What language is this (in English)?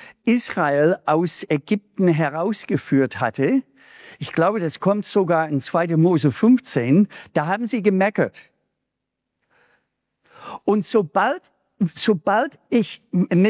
German